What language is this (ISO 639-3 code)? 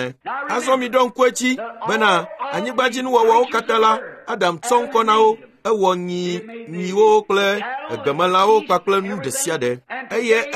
ewe